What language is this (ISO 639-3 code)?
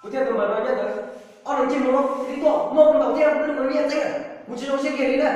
hmn